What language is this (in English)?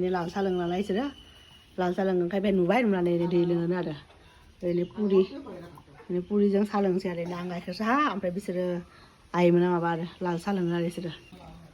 Bodo